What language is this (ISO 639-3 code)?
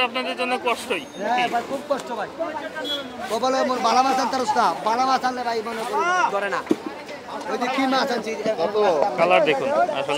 ben